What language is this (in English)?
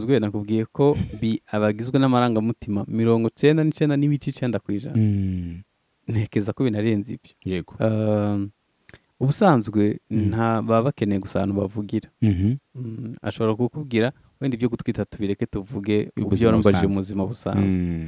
Kinyarwanda